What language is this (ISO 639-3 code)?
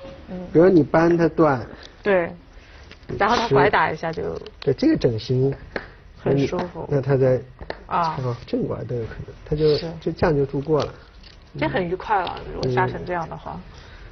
zho